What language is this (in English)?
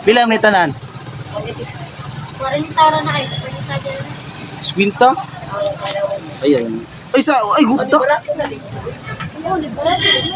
Cebuano